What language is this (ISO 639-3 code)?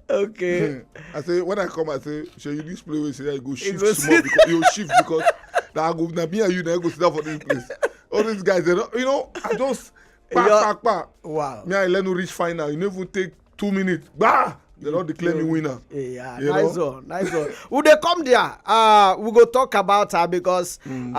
pcm